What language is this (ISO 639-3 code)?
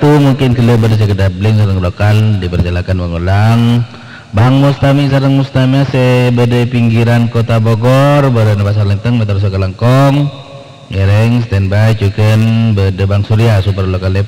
mad